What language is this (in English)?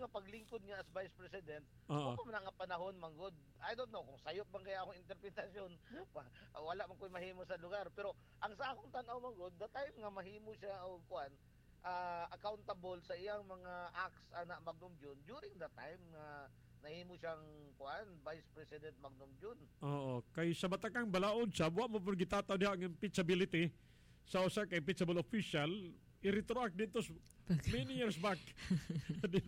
Cebuano